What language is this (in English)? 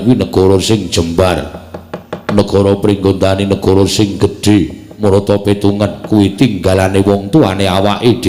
Javanese